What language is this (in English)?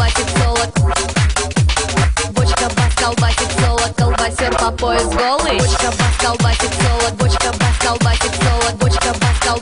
Russian